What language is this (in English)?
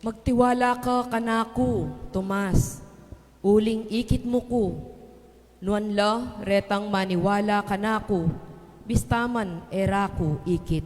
Pampanga